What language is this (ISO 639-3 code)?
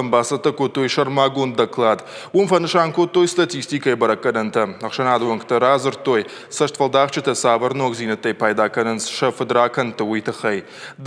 oss